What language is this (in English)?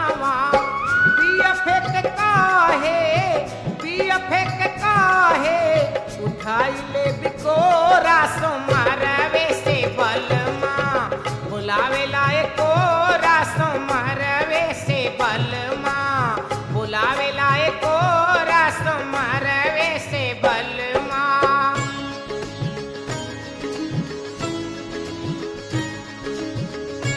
Bhojpuri